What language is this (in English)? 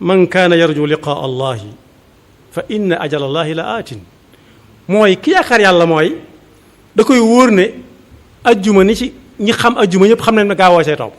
Wolof